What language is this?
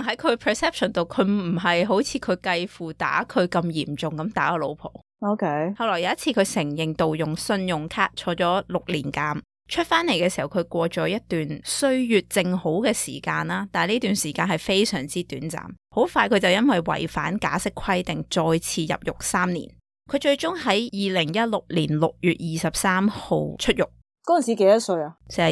Cantonese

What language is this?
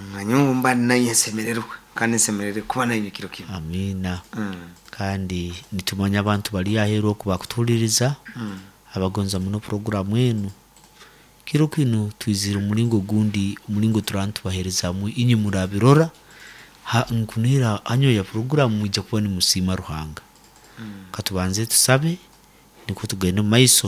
Nyoro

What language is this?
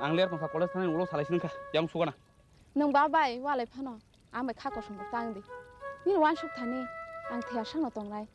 Kok Borok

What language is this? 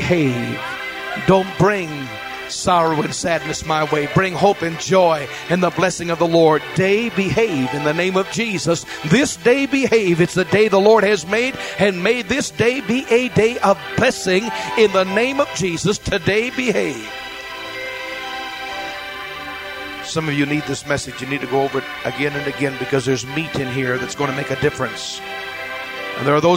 English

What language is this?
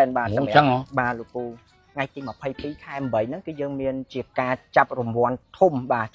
Khmer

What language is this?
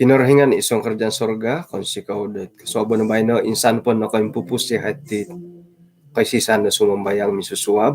Central Dusun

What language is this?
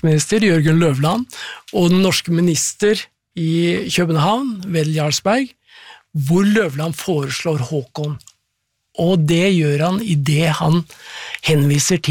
Norwegian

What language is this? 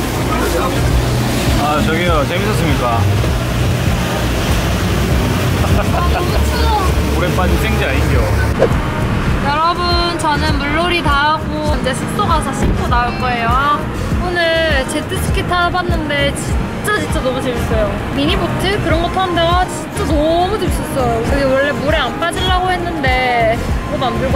Korean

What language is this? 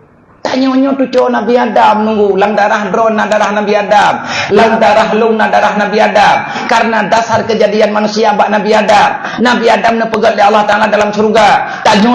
Achinese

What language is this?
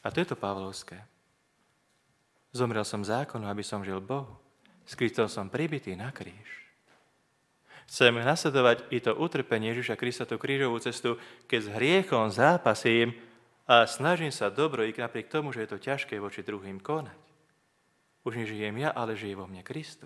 Slovak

